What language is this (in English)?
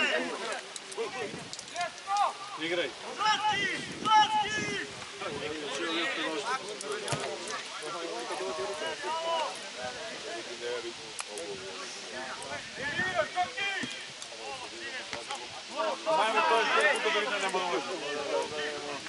Serbian